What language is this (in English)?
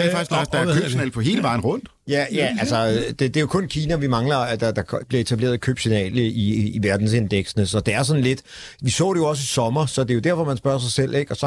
Danish